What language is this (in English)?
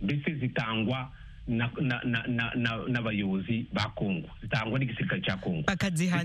Kinyarwanda